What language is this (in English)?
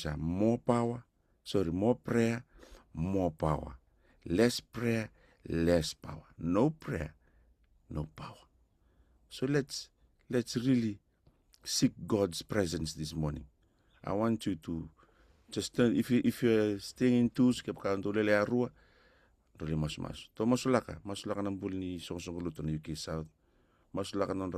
Fijian